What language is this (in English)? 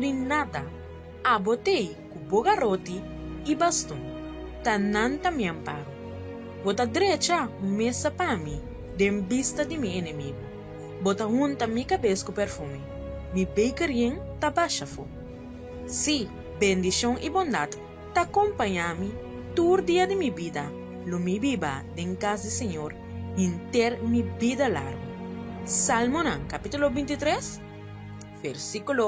Papiamento